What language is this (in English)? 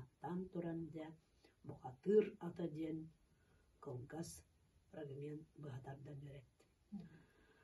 Yakut